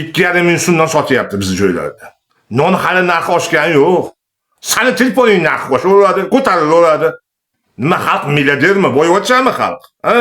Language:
Uzbek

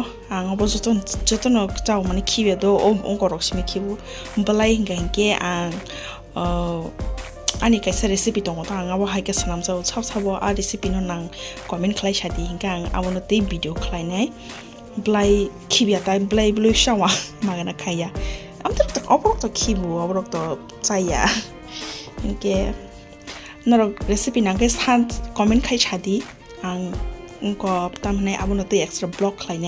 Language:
Kok Borok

